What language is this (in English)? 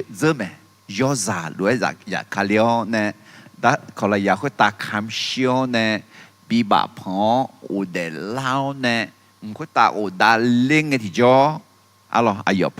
Akha